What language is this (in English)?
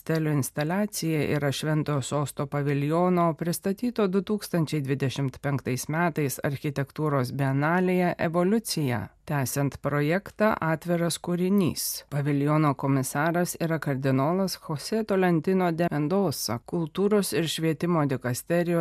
Lithuanian